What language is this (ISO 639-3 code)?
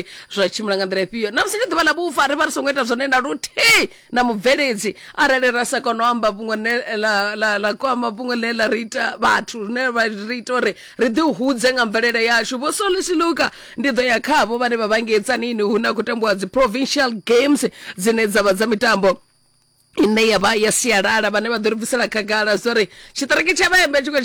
ven